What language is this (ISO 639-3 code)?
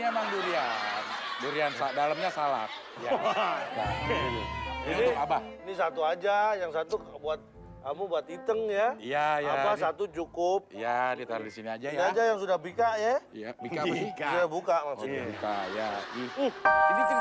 bew